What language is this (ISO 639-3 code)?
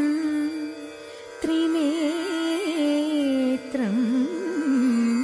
mal